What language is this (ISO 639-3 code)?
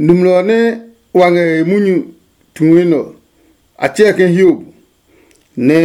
ada